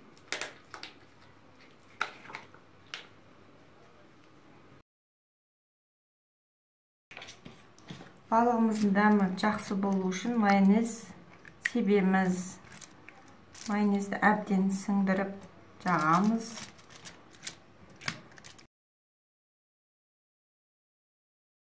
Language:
Kazakh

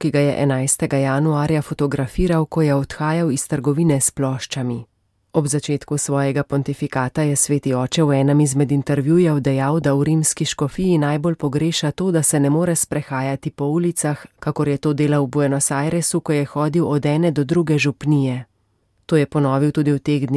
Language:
Slovenian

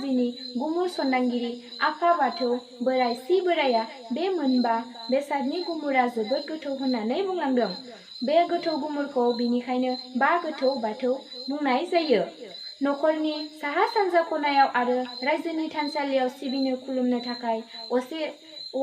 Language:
Bodo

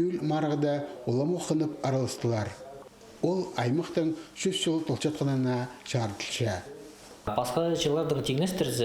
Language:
Khakas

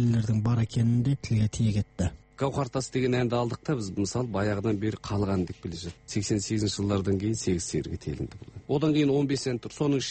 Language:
Kazakh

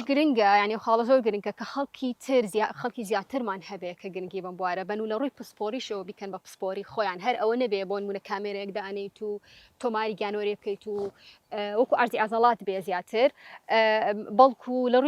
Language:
Central Kurdish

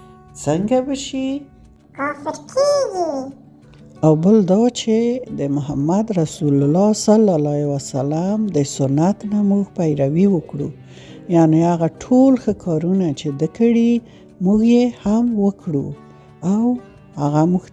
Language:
Pashto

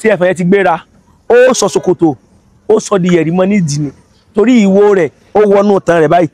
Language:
Yoruba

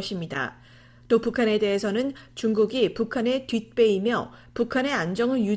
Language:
Korean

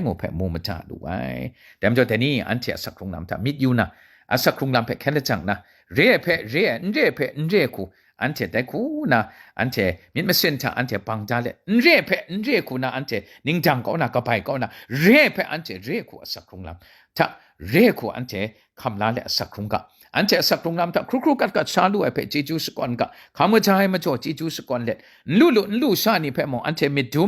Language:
Kachin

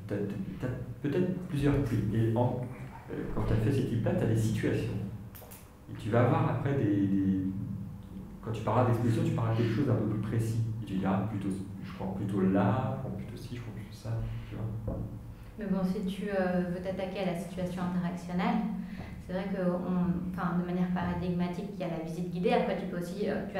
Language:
French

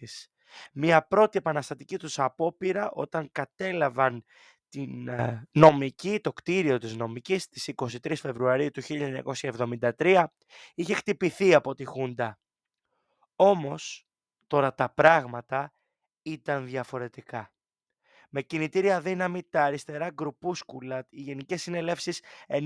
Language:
Greek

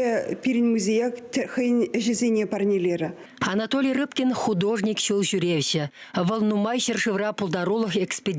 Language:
Chuvash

